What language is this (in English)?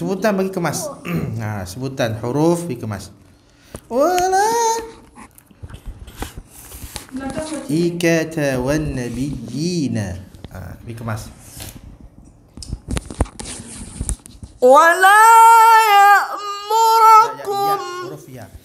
Malay